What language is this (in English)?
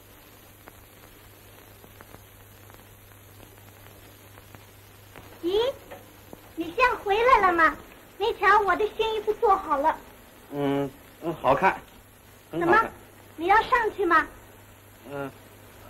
Chinese